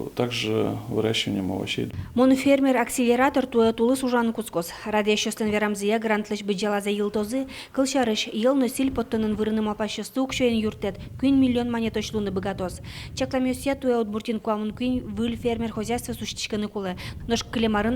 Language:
Udmurt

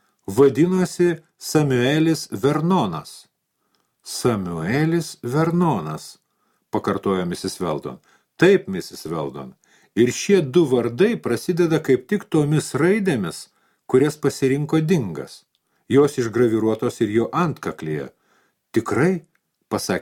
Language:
Lithuanian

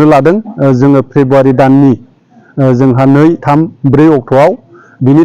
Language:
Bodo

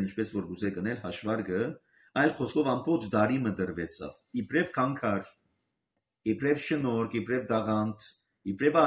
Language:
Armenian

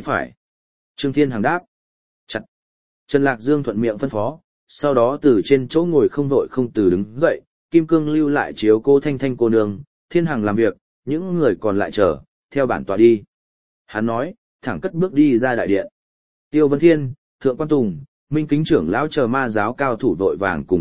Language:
Vietnamese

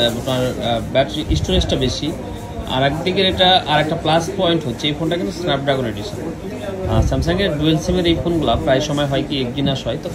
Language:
Bangla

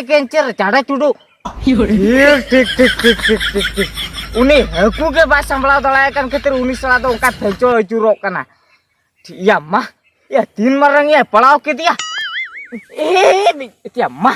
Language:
Santali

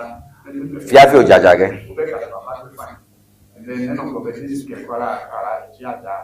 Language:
Ewe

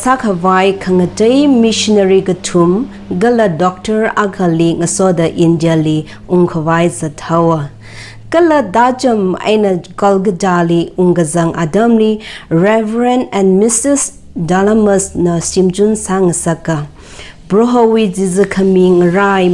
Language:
Tangkhul Naga (India)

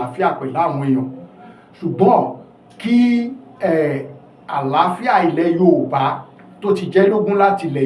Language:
Yoruba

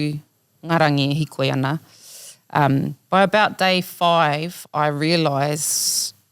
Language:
Māori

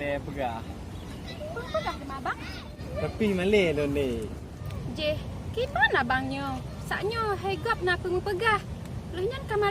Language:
Achinese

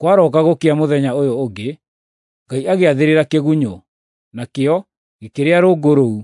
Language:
Kikuyu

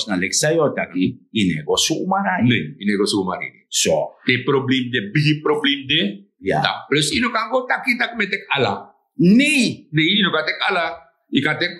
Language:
Sranan Tongo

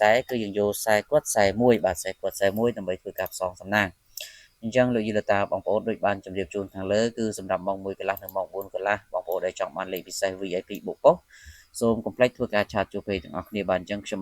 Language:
Khmer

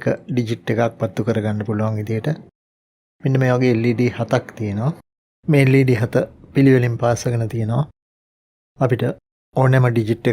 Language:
Sinhala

